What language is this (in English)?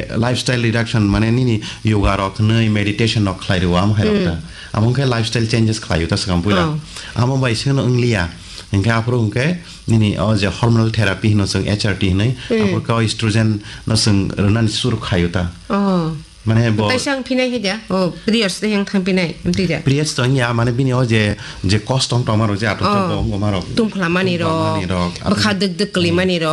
Kok Borok